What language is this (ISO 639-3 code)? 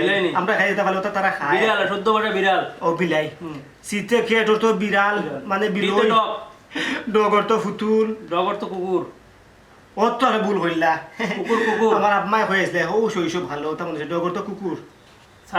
syl